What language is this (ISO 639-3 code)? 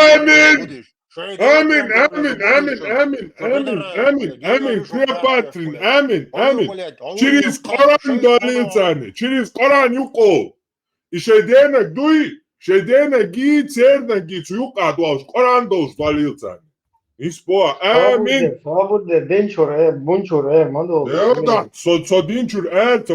che